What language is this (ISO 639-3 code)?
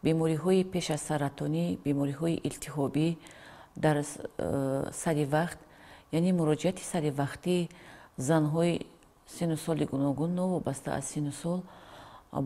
tgk